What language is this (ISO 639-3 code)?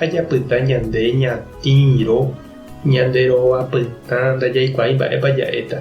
grn